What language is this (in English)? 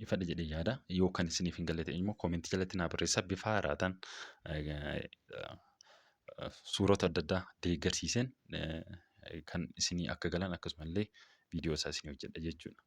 Oromo